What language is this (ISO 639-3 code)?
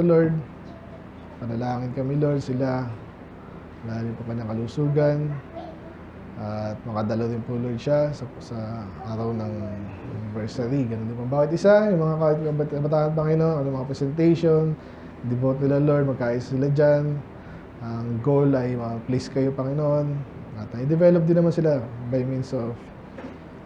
fil